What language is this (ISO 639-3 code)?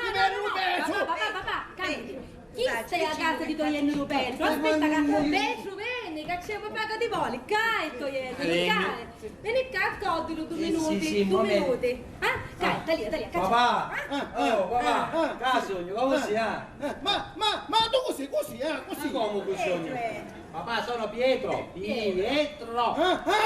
scn